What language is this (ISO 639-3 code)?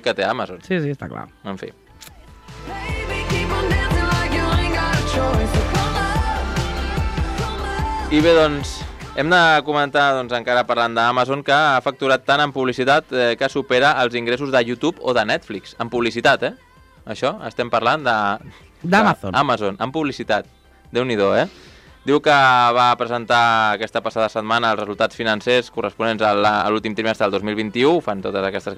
cat